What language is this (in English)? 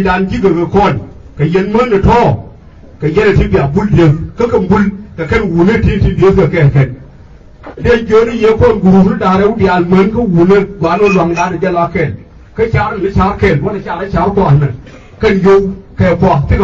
Nuer